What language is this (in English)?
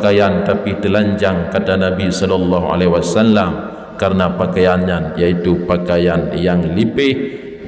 Achinese